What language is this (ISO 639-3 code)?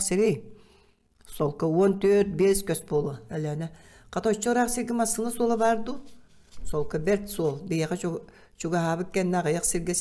sah